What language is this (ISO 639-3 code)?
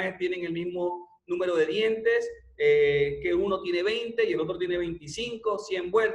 spa